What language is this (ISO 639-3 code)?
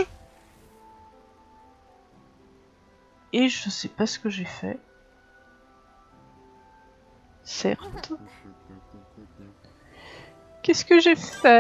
fra